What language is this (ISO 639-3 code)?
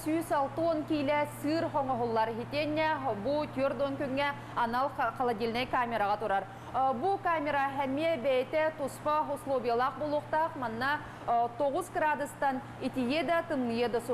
sah